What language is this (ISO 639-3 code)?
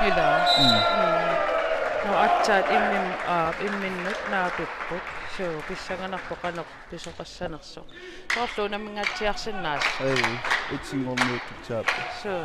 kal